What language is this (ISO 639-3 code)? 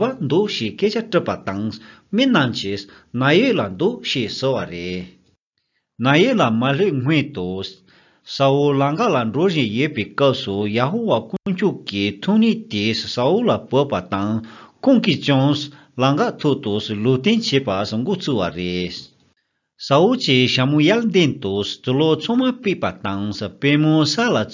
bod